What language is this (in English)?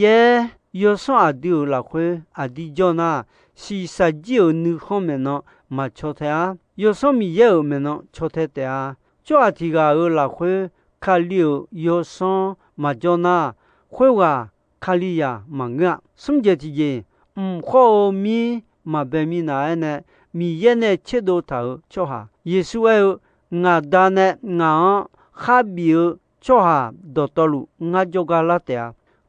Akha